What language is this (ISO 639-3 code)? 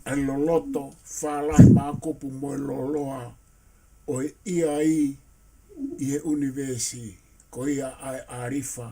ton